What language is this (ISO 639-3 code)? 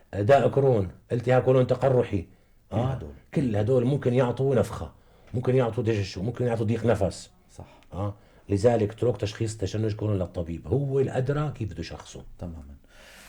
apc